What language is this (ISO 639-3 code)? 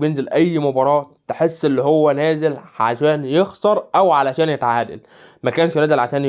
arz